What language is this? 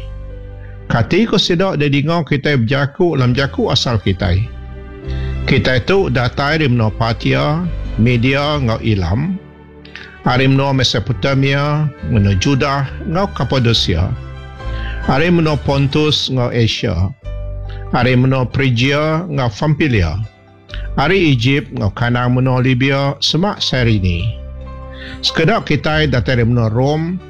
Iban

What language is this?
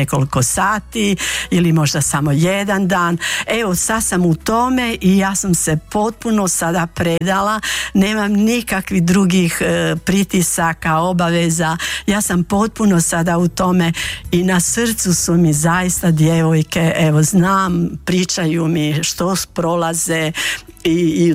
Croatian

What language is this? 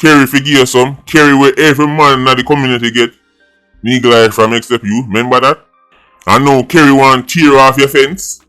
Jamaican Creole English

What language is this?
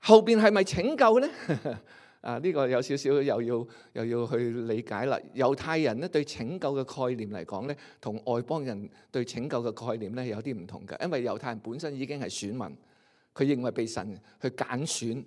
Cantonese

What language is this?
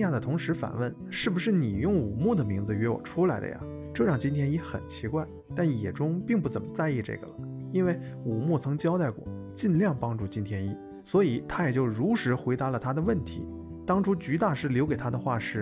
Chinese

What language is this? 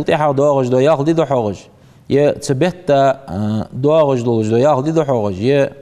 Ingush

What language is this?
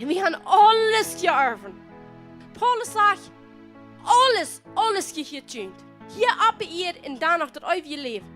Plautdietsch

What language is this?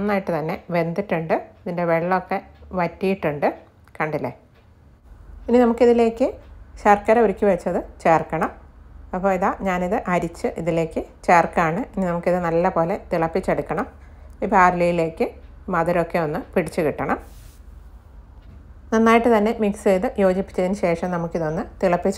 Malayalam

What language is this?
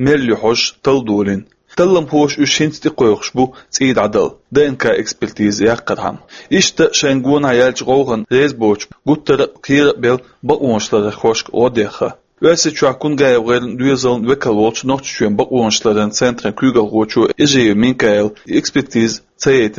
Chechen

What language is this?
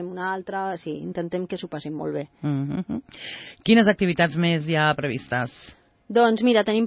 Catalan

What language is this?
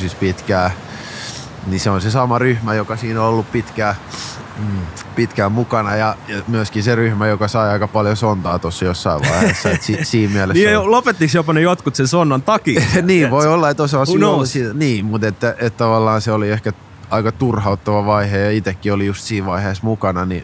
Finnish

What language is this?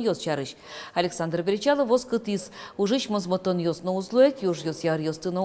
Udmurt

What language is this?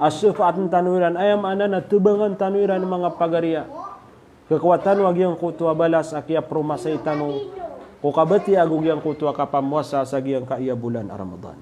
Maranao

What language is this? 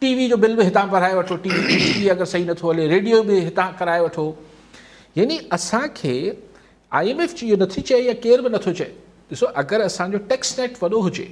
Sindhi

